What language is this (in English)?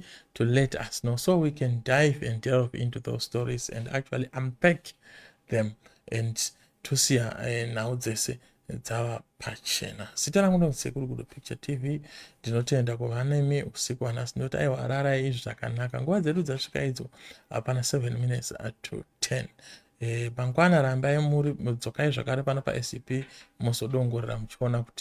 Shona